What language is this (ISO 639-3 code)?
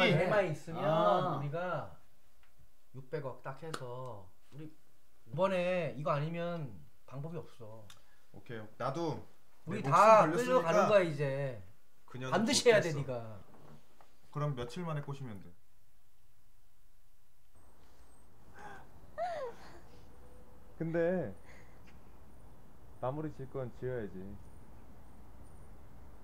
kor